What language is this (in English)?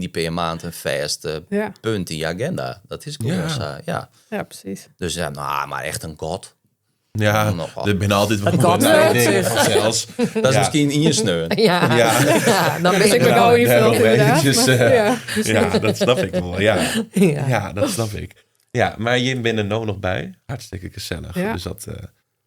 Western Frisian